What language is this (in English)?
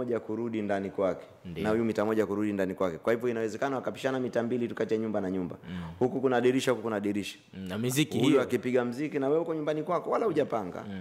Swahili